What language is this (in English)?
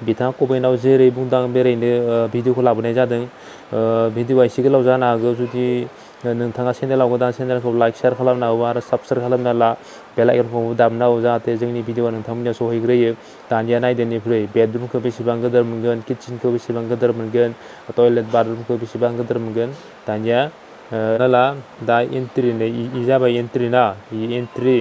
Bodo